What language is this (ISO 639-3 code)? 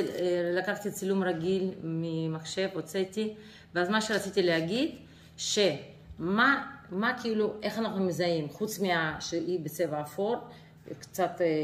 heb